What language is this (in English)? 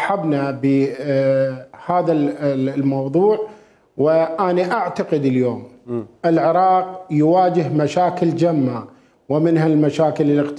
Mesopotamian Arabic